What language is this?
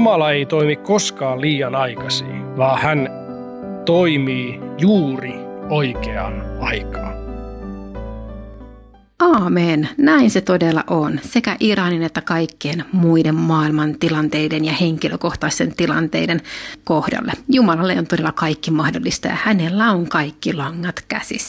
Finnish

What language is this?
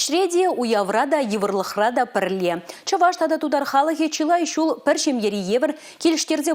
Chuvash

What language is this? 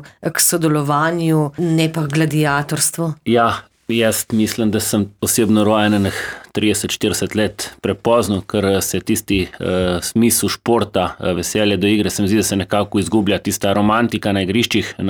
Slovenian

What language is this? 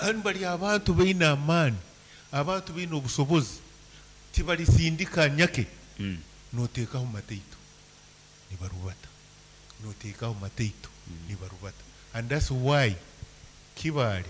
Nyankole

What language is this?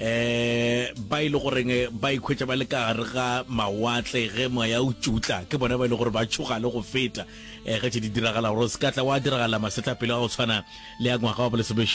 Northern Sotho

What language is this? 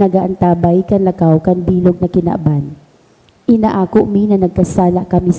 Bikol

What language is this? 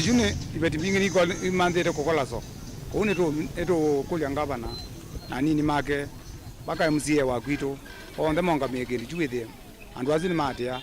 Kamba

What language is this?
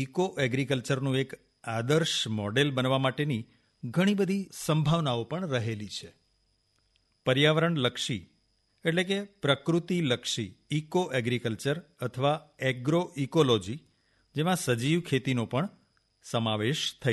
Gujarati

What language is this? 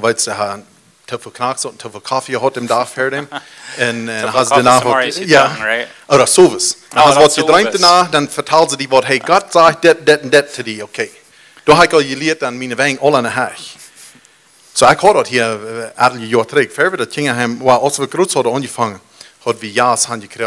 Plautdietsch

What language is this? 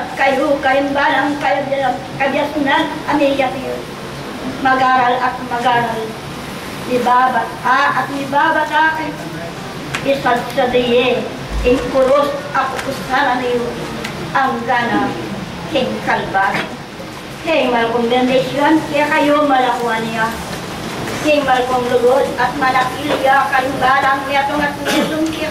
Pampanga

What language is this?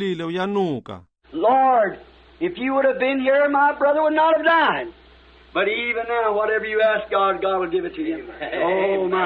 Xhosa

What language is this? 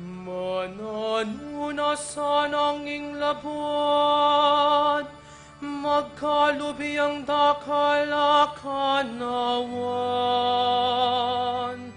Pampanga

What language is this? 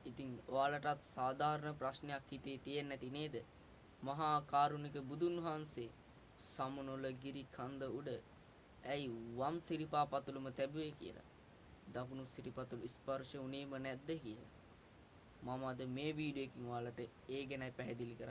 Sinhala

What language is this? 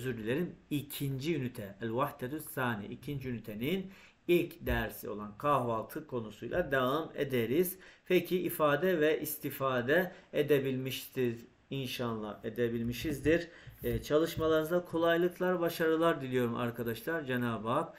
Turkish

